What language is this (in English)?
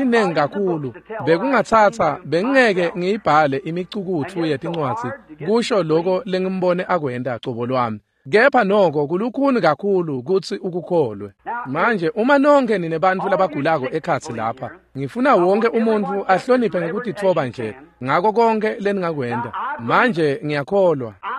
Swati